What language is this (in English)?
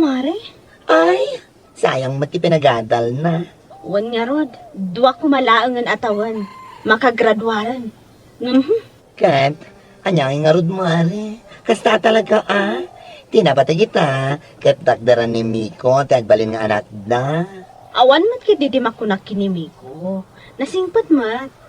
Iloko